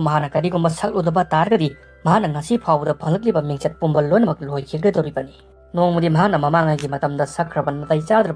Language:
Manipuri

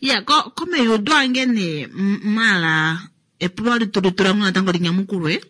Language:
Kuanyama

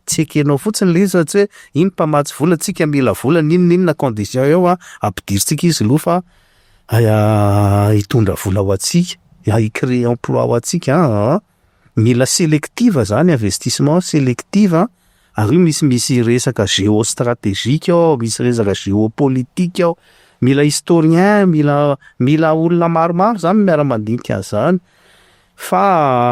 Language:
Malagasy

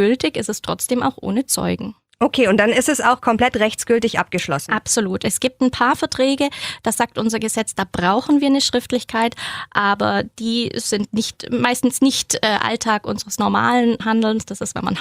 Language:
German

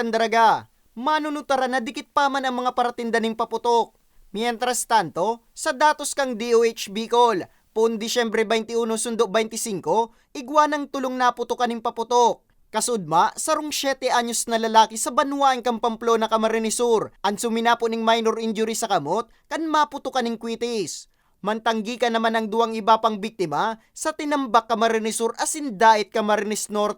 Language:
Bikol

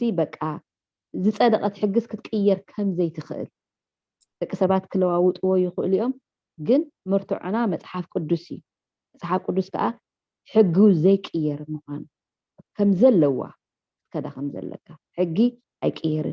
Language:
Tigrinya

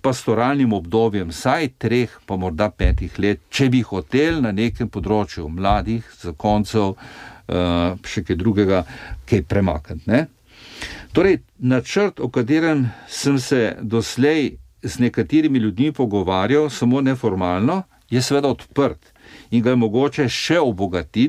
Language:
Slovenian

